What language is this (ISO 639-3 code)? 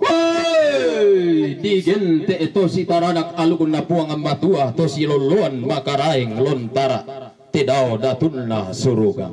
sda